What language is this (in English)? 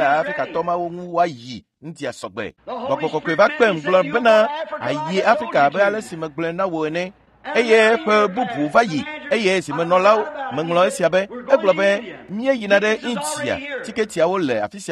Ewe